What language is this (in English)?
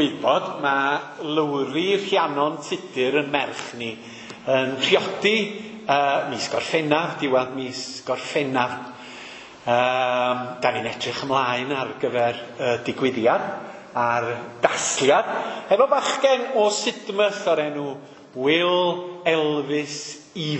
Welsh